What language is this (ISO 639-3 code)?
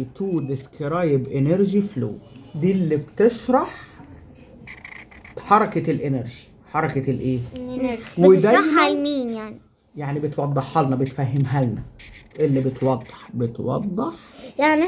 arz